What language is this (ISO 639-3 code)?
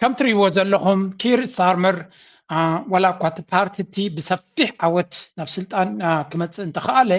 tir